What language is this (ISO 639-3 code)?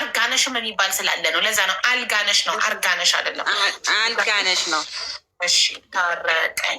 amh